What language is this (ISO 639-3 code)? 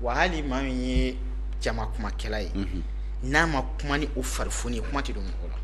bam